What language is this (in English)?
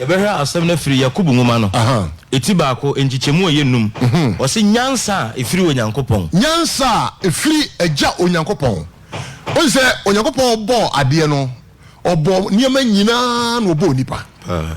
Akan